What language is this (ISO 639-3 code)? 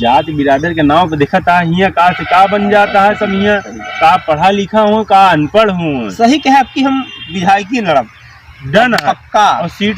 awa